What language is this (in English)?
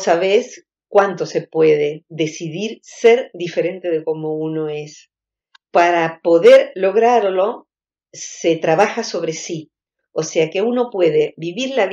Spanish